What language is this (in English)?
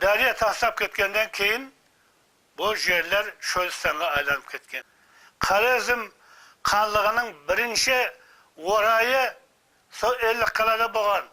Kara-Kalpak